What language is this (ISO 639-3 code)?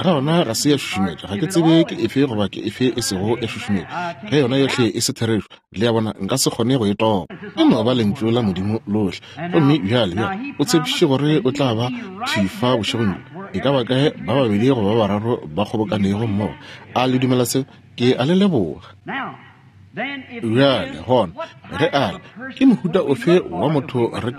nso